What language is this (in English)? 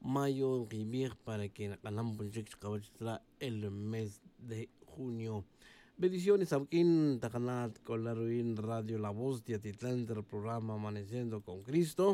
Tz'utujil